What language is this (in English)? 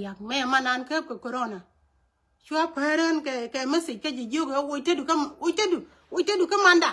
Nuer